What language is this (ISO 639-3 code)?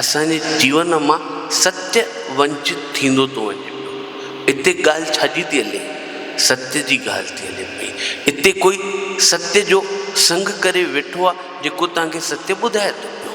snd